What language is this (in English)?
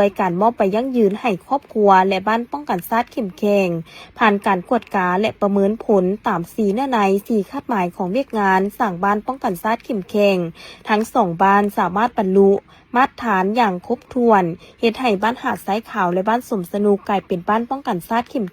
Lao